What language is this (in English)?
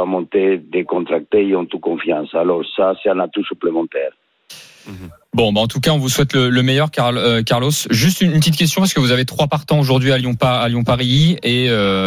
French